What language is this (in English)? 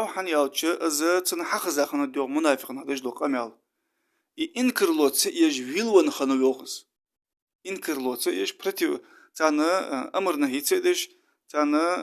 Ingush